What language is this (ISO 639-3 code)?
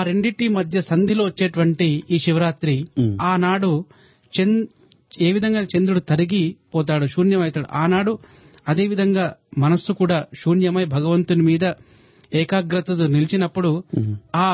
tel